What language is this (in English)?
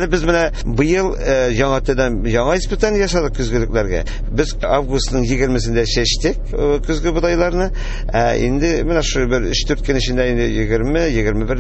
Tatar